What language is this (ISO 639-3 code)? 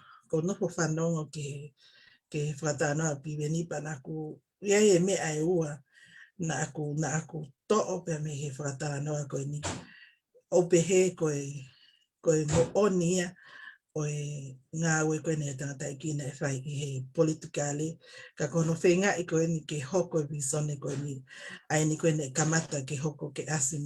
ton